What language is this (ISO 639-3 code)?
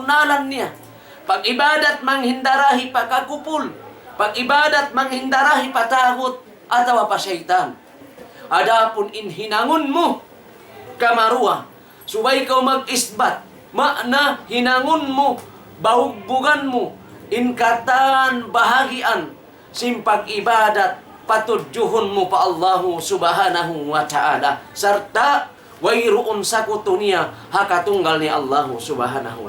tsg